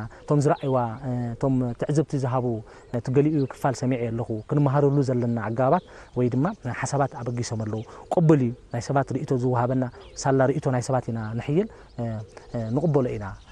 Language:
Tigrinya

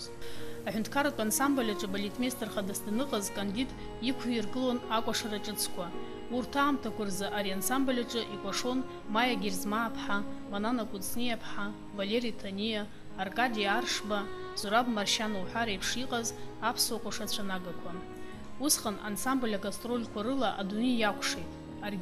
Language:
Abkhazian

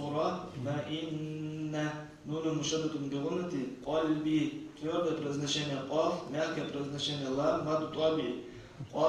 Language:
Ingush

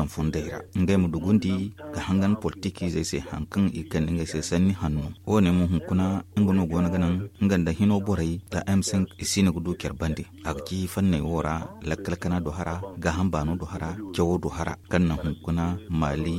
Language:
Zarma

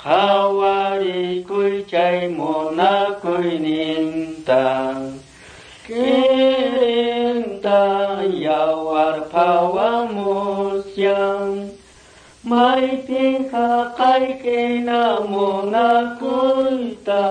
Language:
Quechua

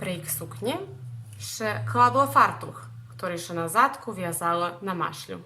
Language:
Rusyn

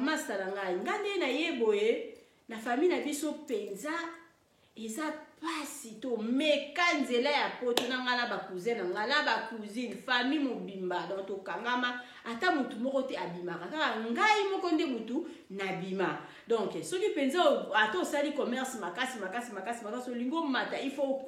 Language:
Lingala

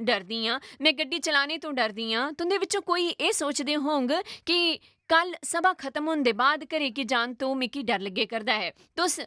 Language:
Dogri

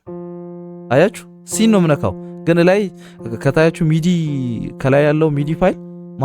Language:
Amharic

